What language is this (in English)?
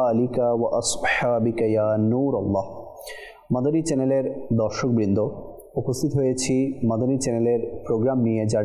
Bangla